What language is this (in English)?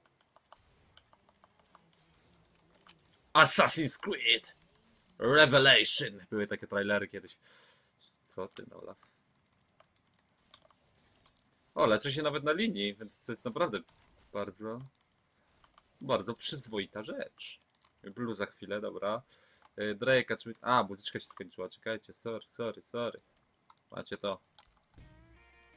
Polish